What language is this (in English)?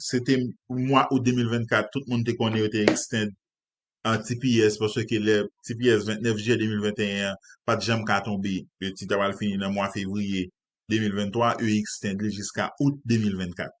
Haitian Creole